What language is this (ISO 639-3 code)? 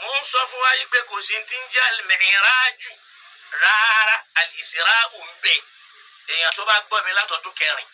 yor